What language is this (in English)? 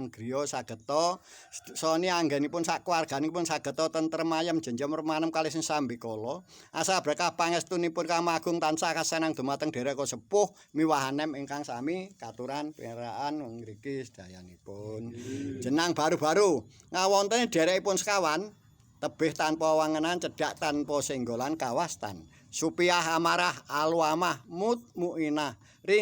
Javanese